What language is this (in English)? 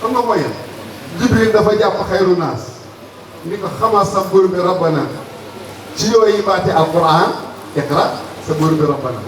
Wolof